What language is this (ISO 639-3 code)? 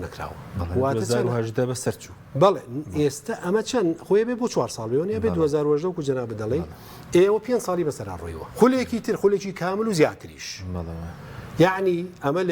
ckb